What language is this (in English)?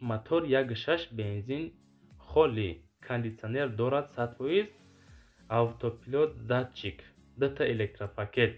Tajik